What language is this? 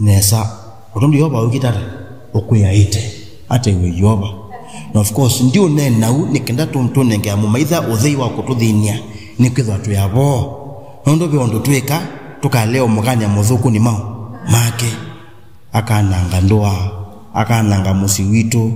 Kamba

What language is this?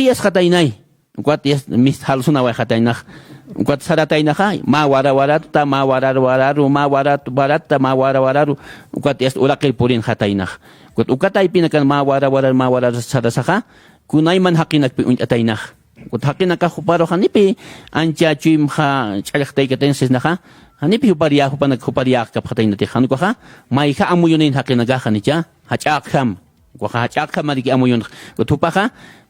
Aymara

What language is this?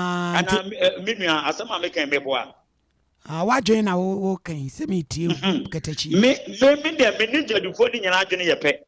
Akan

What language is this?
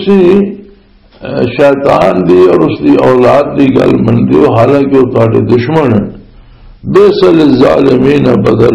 Western Panjabi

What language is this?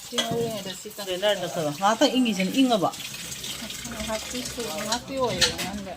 Manipuri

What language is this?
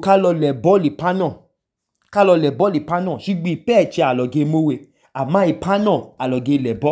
Idoma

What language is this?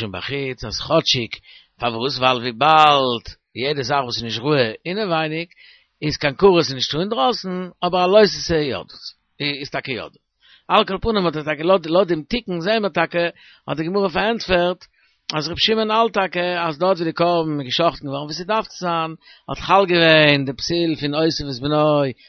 Yiddish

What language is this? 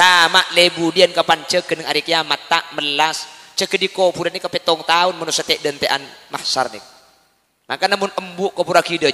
Madurese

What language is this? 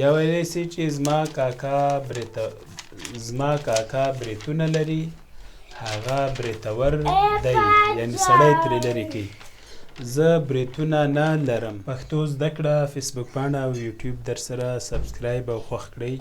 Pashto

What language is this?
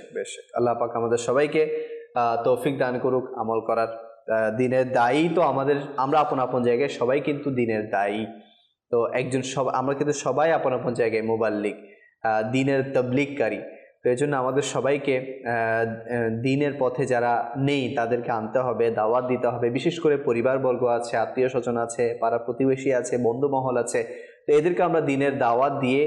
Bangla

